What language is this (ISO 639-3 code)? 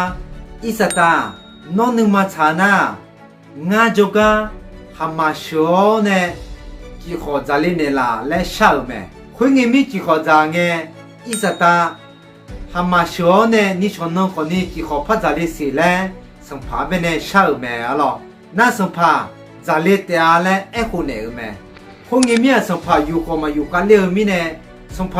ahk